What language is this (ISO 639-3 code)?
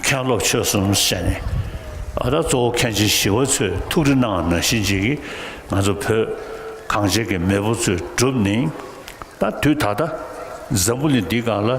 bod